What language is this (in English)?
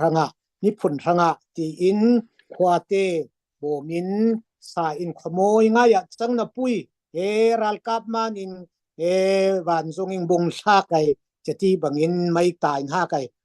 Falam Chin